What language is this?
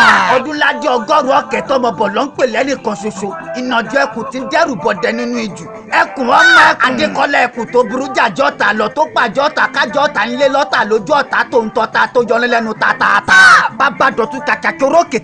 Yoruba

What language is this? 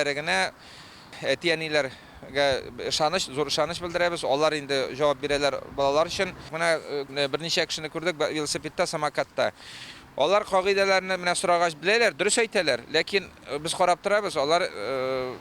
Tatar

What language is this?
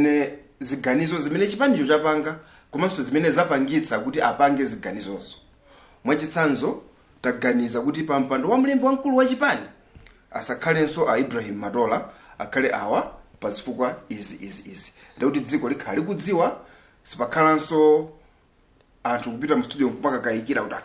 Nyanja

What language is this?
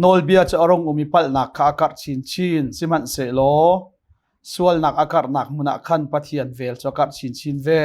Hakha Chin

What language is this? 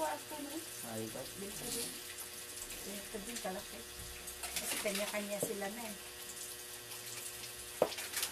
Filipino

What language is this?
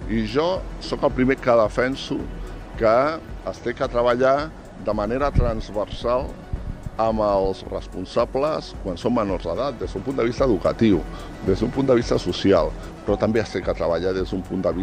Catalan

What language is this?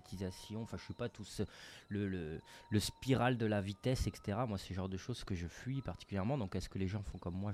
French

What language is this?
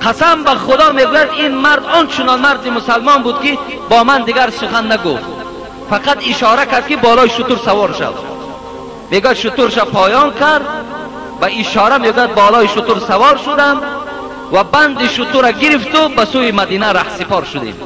Tajik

